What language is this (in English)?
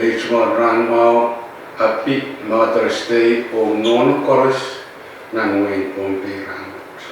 Pohnpeian